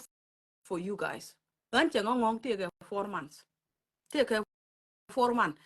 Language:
Nuer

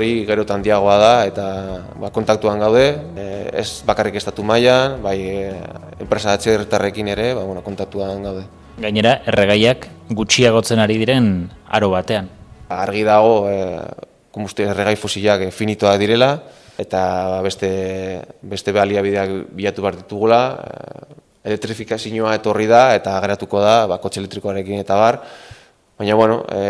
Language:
Basque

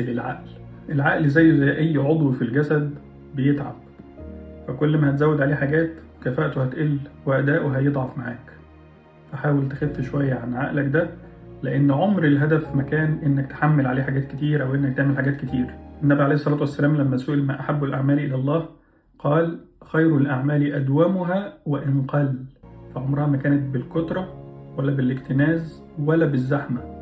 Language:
Egyptian Arabic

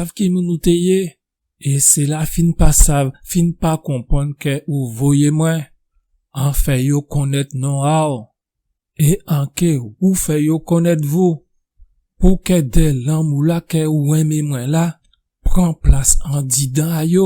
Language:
Guadeloupean Creole French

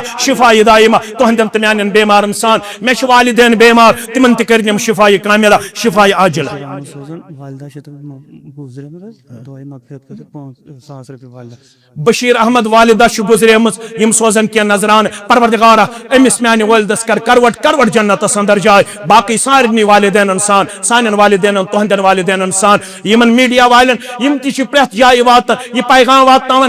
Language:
Kashmiri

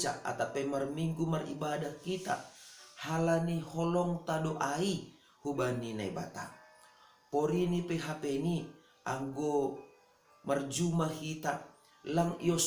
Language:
Batak Simalungun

